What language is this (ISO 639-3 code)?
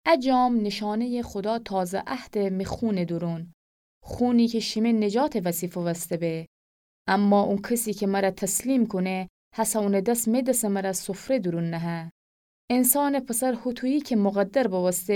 glk